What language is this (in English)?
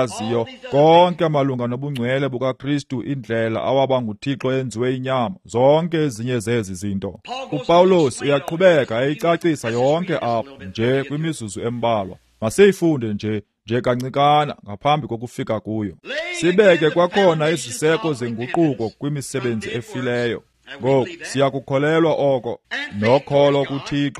Xhosa